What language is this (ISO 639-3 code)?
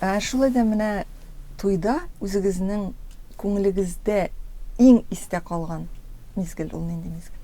tat